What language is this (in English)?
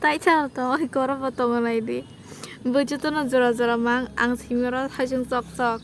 Kok Borok